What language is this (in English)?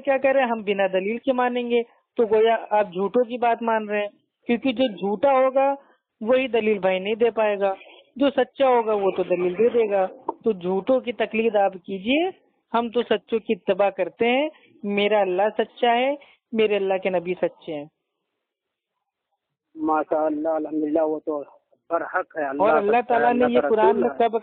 Urdu